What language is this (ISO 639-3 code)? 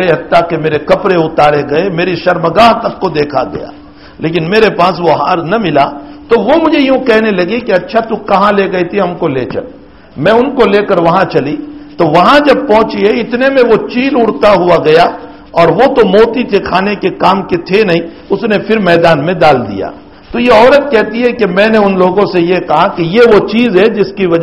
urd